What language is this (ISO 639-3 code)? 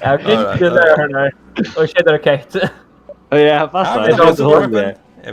fao